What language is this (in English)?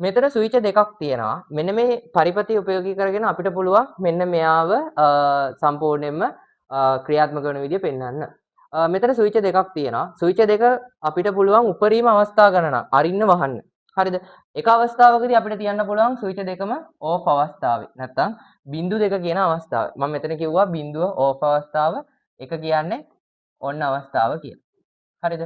Sinhala